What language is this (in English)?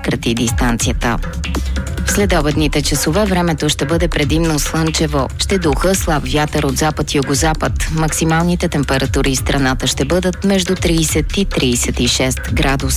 Bulgarian